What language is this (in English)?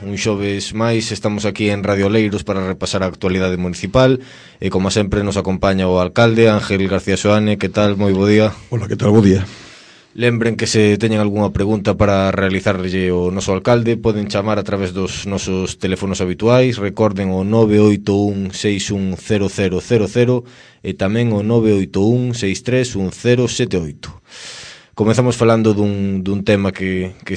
Galician